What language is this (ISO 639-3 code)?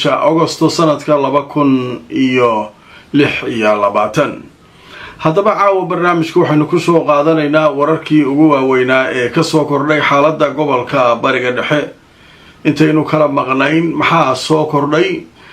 som